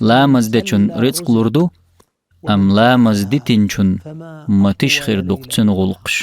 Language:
Chechen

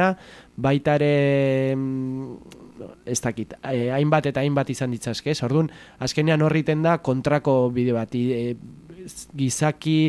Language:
Basque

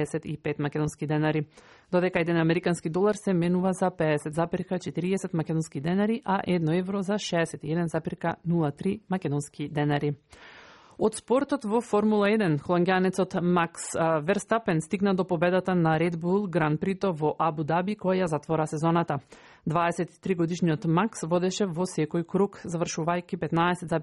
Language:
Macedonian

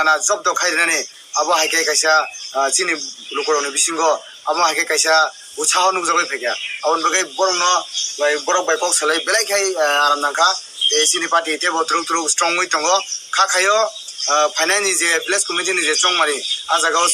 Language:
Kok Borok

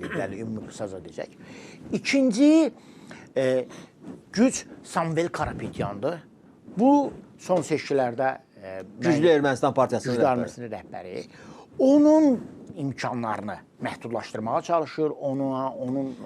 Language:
Azerbaijani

